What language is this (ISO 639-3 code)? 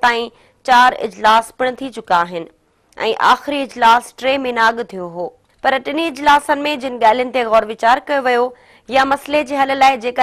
snd